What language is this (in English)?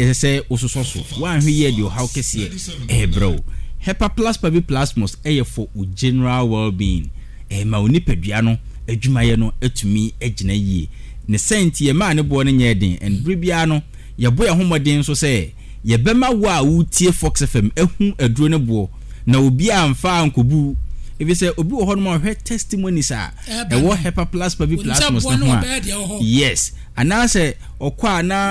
Akan